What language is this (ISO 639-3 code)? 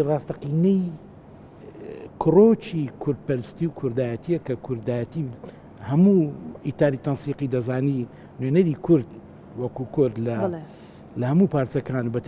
ckb